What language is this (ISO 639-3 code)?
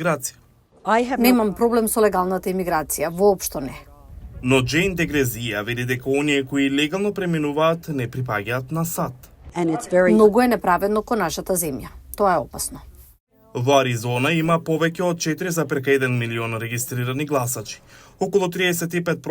mkd